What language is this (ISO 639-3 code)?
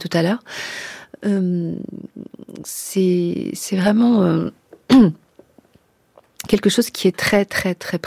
fra